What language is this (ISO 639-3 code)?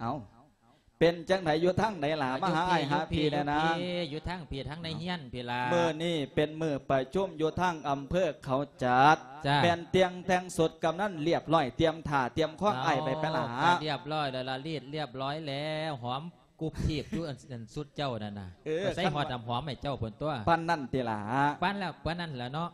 lao